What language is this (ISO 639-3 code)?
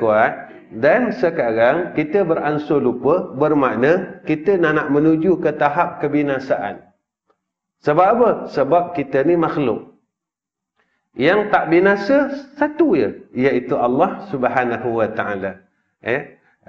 msa